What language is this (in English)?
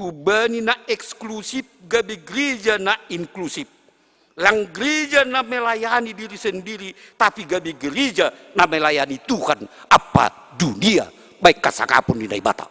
Batak Simalungun